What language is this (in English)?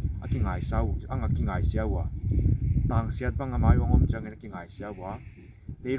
Paite Chin